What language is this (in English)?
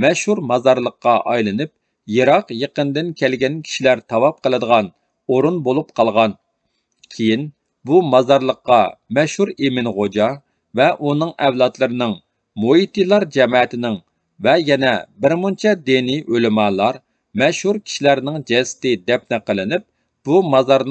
Uyghur